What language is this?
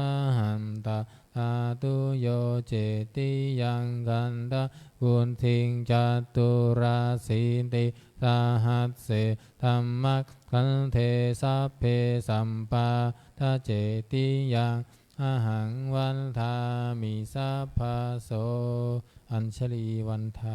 Pali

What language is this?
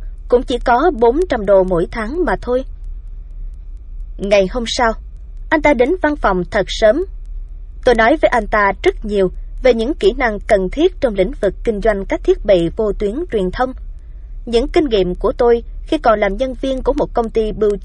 Vietnamese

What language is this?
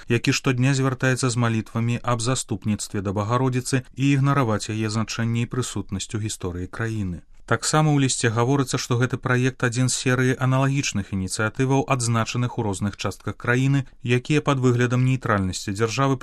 Belarusian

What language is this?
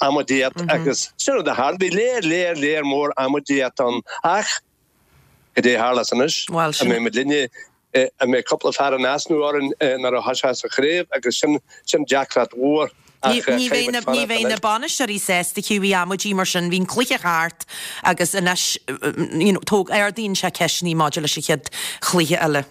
Irish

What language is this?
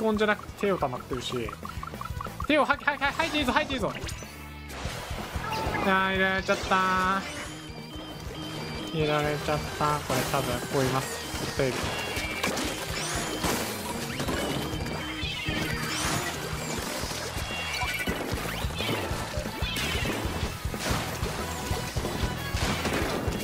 Japanese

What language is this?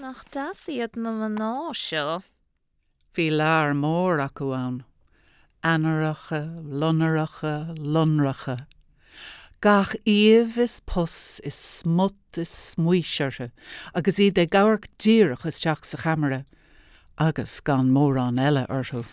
Irish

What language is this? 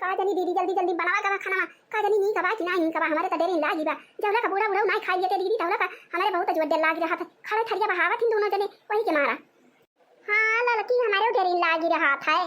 Awadhi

